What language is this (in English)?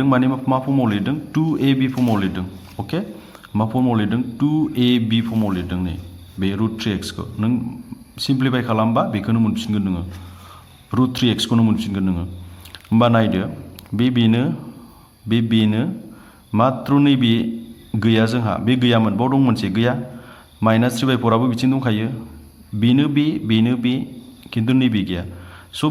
Bodo